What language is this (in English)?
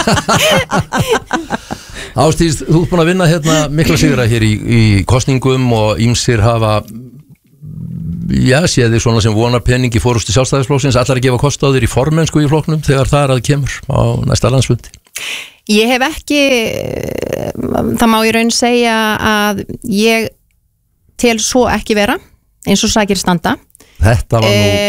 Icelandic